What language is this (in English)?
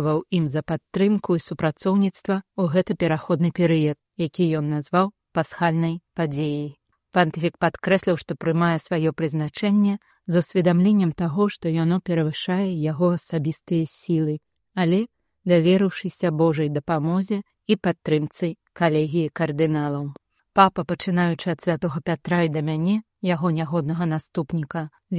Belarusian